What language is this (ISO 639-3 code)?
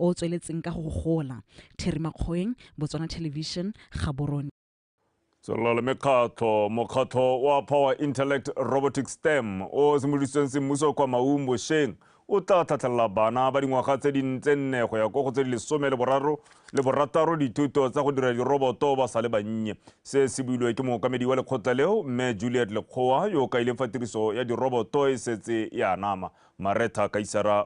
tsn